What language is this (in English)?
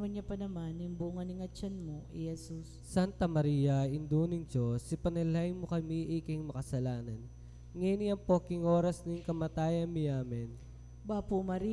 Pampanga